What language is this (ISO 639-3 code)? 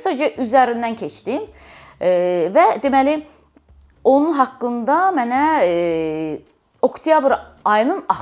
aze